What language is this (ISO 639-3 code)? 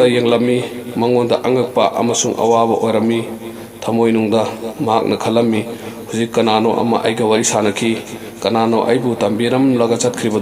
mni